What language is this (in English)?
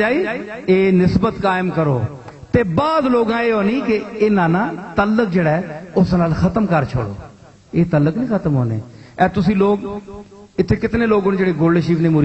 Saraiki